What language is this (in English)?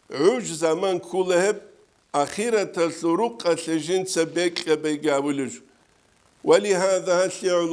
Avaric